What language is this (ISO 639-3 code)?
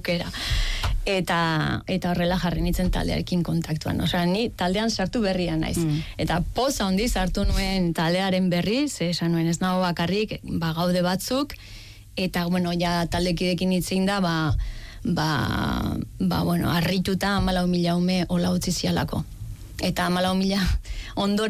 eus